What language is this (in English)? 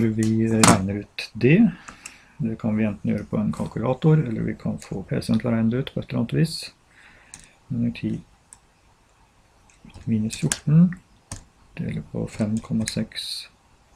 Norwegian